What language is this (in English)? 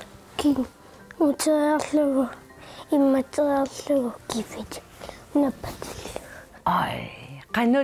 Kalaallisut